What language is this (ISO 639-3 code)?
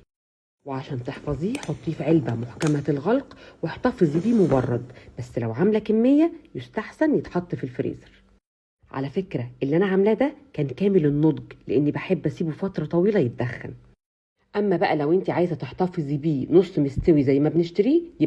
arz